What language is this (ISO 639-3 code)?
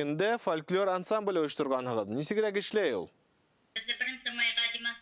bak